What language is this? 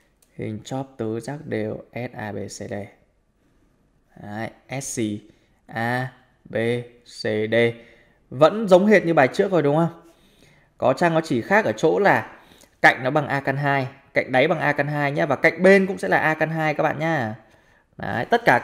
Vietnamese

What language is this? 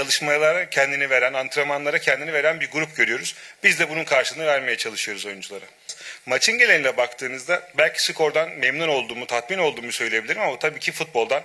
Turkish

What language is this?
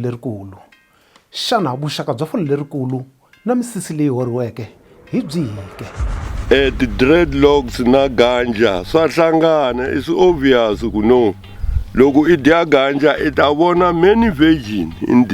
Tsonga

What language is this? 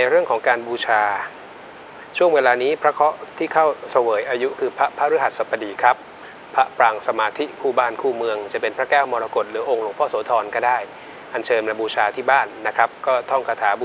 Thai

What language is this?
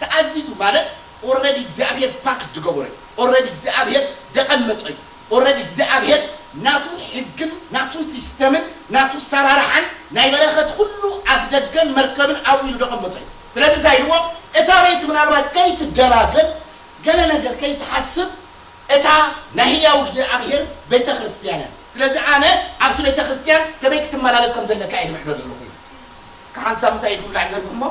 Tigrinya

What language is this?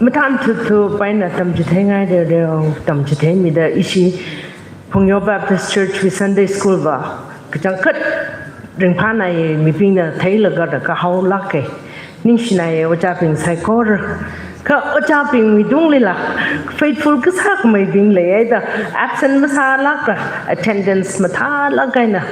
Tangkhul Naga (India)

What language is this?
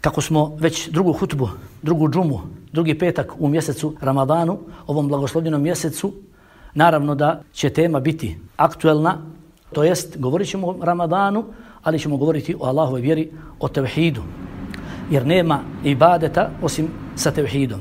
Bosnian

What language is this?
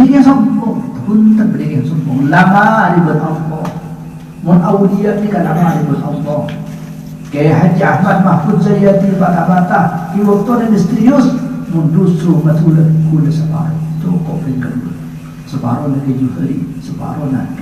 Madurese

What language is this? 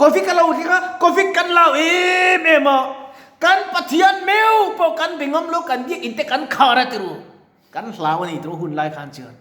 Mizo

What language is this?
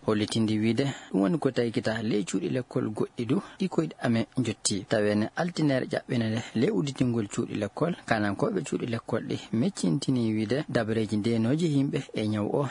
Nigerian Fulfulde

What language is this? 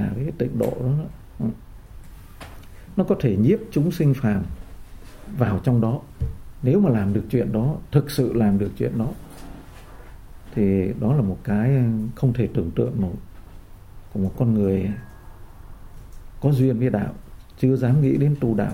Vietnamese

